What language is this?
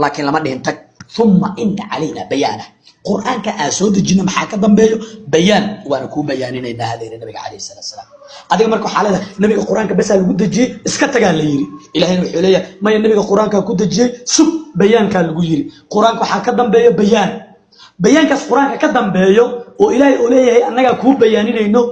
Somali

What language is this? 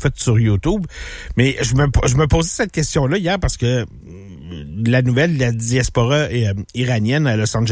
French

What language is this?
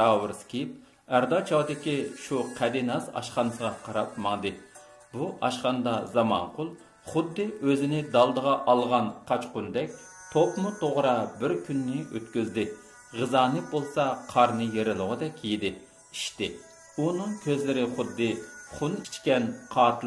Uyghur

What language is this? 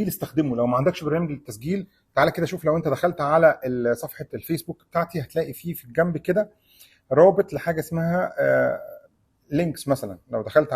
Egyptian Arabic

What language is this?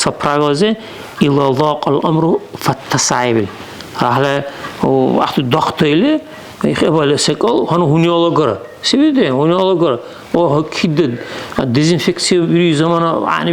Dargwa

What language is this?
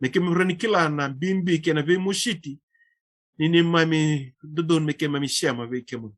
Fijian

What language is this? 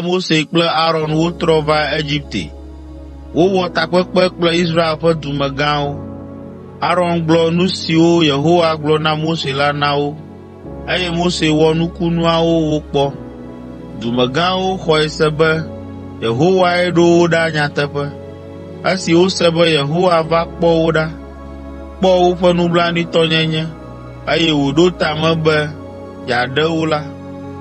Ewe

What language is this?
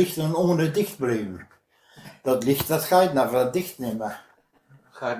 Westphalien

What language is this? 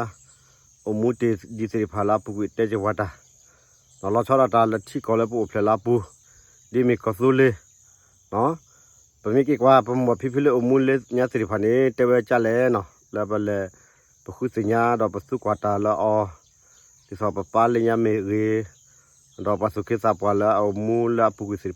S'gaw Karen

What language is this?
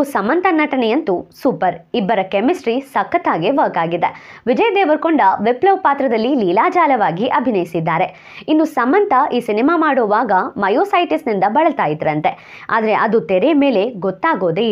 Kannada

